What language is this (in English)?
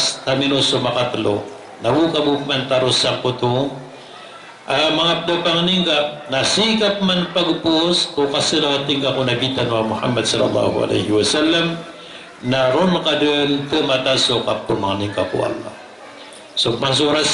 Maranao